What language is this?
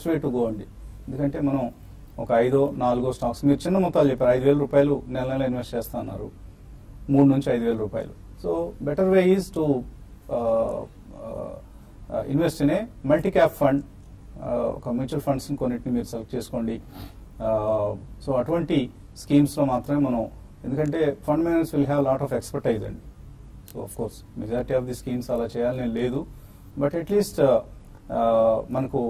Telugu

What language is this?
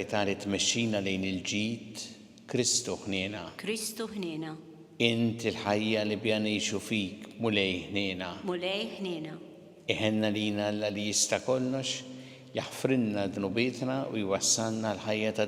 Maltese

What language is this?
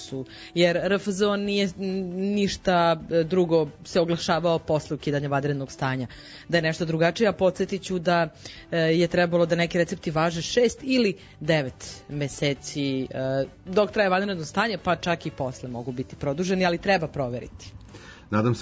Serbian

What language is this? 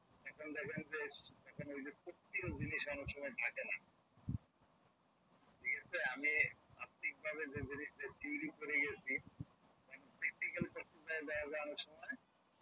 Bangla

